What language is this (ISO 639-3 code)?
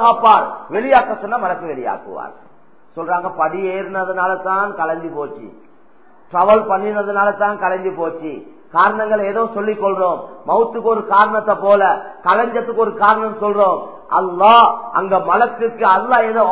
tam